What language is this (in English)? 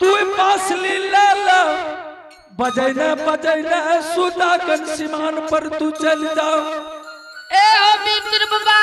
Angika